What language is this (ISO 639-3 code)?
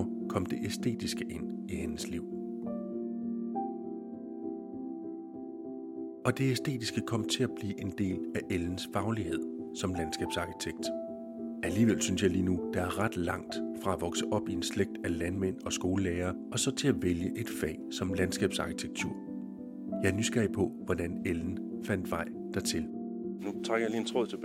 dan